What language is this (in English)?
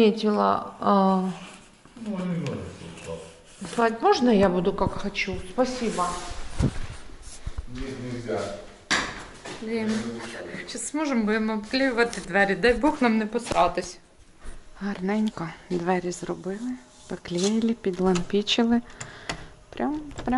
Ukrainian